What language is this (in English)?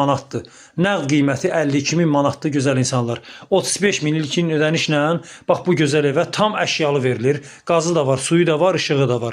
Azerbaijani